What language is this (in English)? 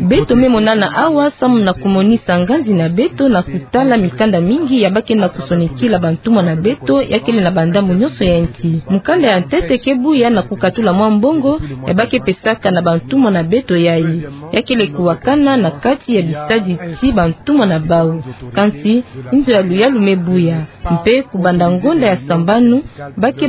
Kituba (Democratic Republic of Congo)